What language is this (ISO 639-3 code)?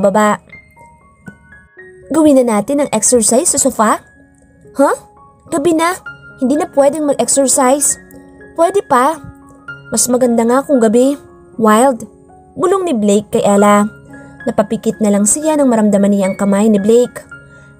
fil